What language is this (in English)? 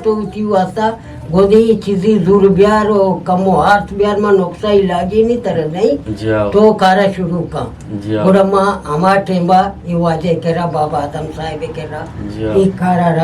Eastern Balochi